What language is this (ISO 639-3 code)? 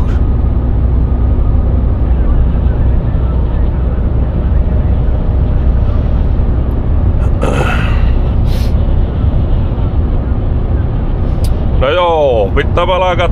fin